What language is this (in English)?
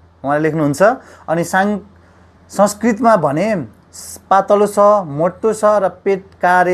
Nepali